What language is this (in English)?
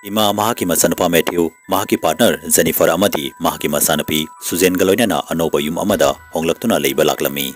Manipuri